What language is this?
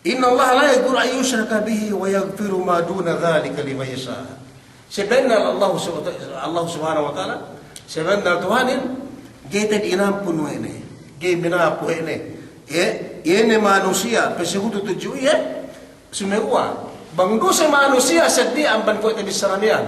Yakan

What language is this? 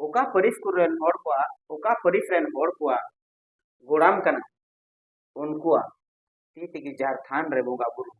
Santali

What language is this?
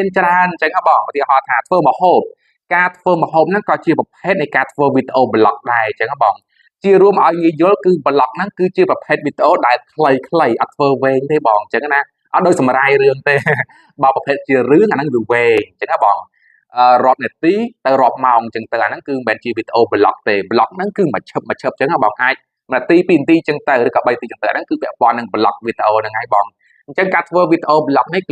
Khmer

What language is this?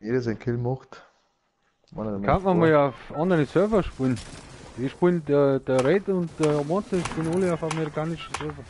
Bavarian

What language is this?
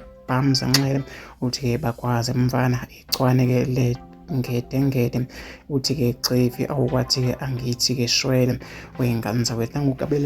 Zulu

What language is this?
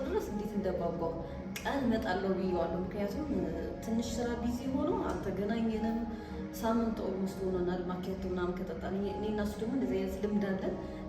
Amharic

